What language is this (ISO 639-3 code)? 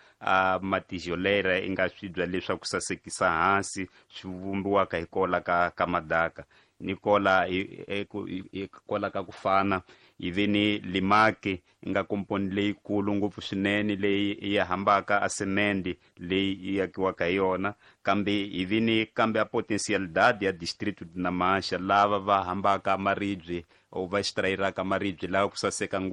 tso